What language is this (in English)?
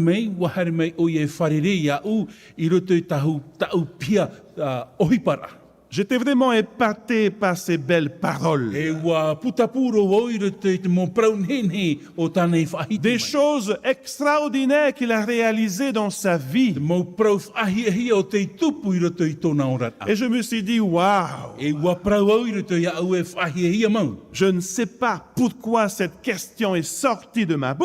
Tahitian